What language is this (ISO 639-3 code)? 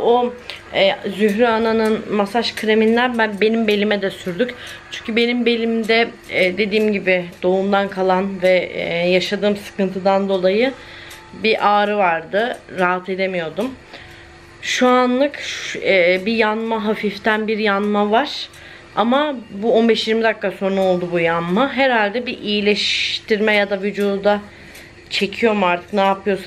tur